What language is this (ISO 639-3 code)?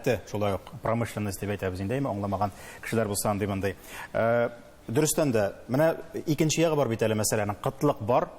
tat